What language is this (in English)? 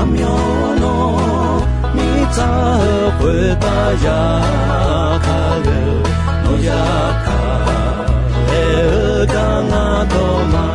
Akha